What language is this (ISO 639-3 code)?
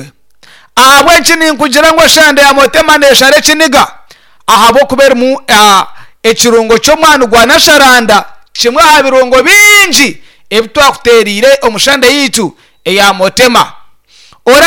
nyn